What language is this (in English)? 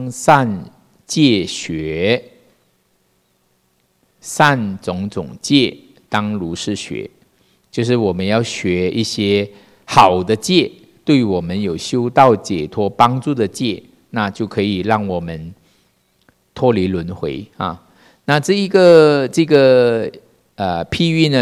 Chinese